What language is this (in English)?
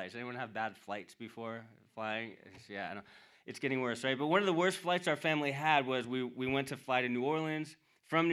English